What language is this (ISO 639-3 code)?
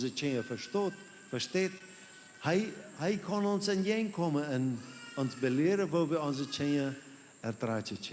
pdt